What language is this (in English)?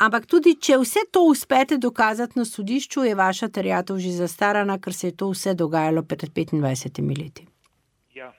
Slovenian